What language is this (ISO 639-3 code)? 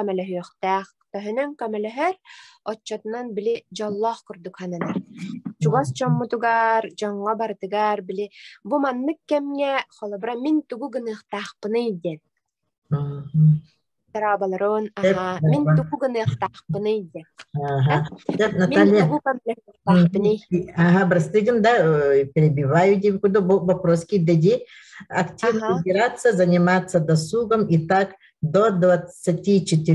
sah